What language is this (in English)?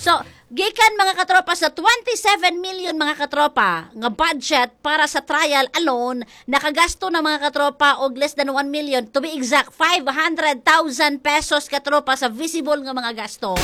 Cebuano